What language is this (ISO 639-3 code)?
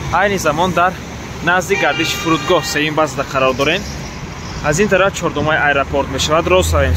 tgk